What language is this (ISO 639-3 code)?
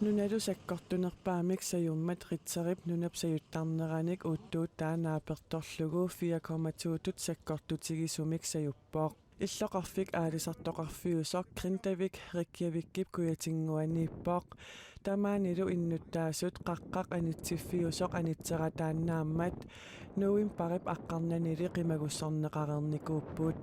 kal